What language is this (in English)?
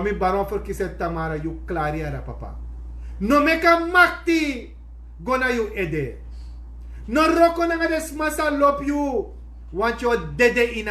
Sranan Tongo